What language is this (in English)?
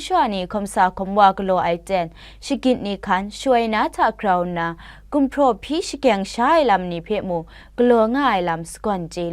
Kachin